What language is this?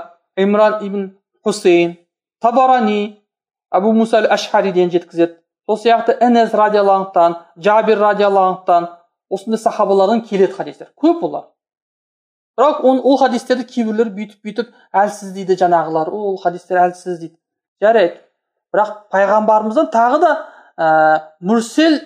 Kazakh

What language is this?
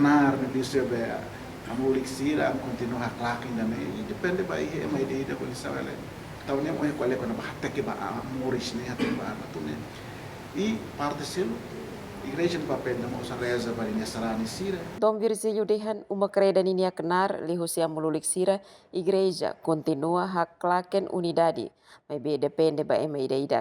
Tetum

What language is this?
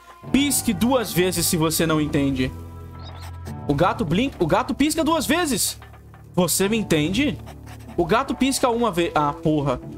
Portuguese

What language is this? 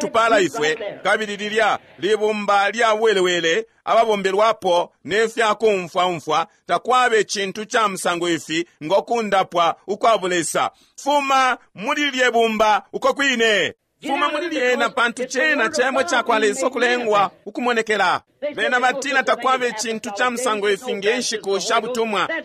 Bemba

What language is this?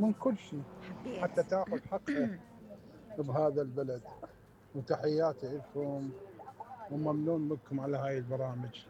Mesopotamian Arabic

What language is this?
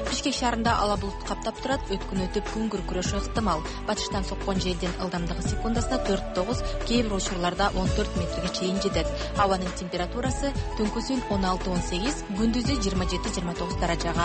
Kyrgyz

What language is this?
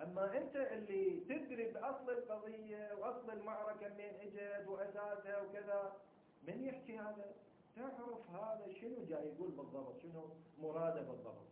Mesopotamian Arabic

